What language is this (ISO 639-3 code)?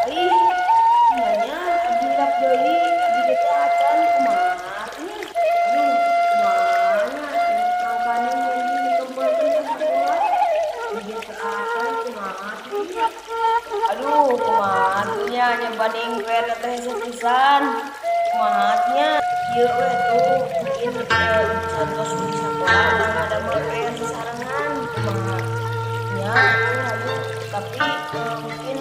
sun